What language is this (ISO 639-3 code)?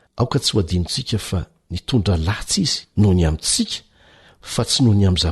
mlg